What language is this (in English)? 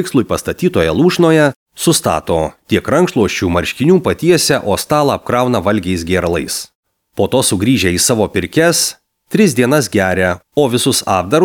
Lithuanian